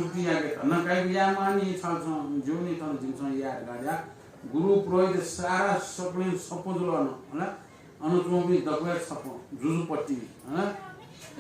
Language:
Newari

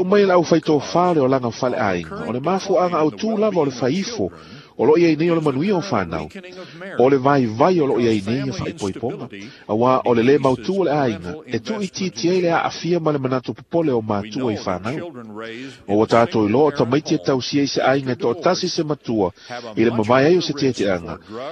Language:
Samoan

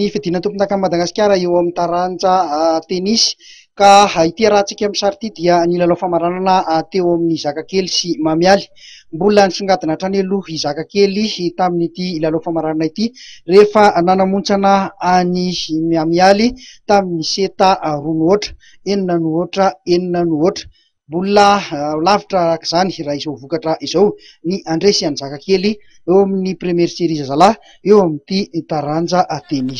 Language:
Malagasy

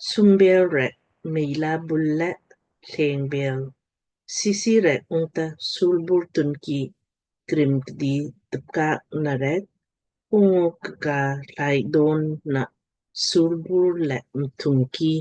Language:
Lamkang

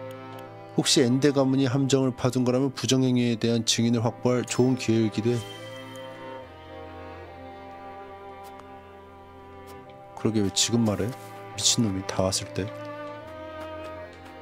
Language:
Korean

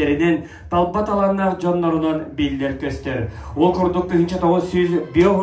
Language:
Yakut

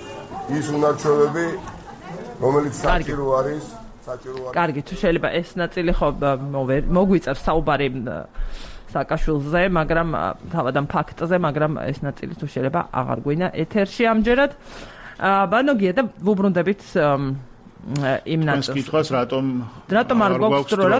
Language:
Georgian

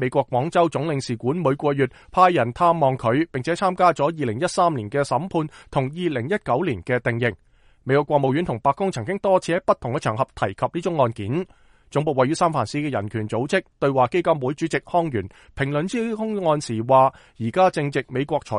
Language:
Cantonese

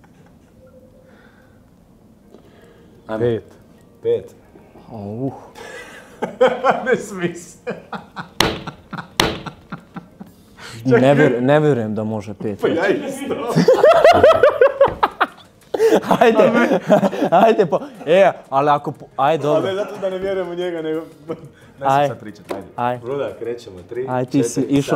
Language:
Croatian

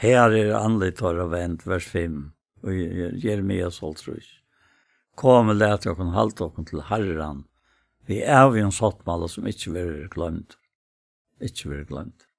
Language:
Faroese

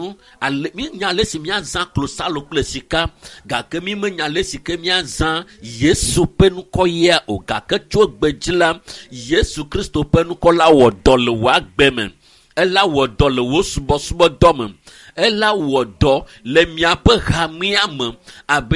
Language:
Ewe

